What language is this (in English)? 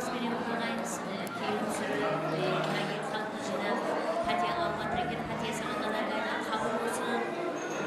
Kara-Kalpak